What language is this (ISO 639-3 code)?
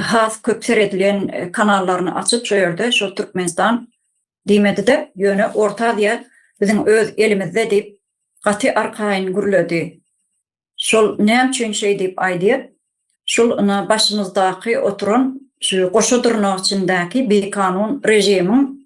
tuk